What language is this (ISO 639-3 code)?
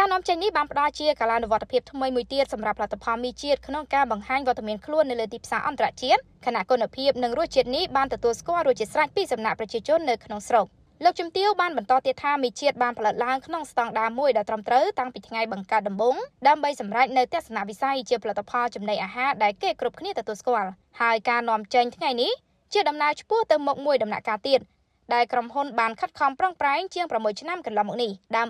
khm